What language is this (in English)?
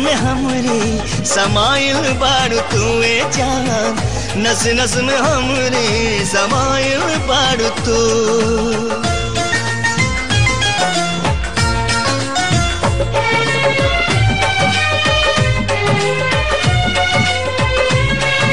Bhojpuri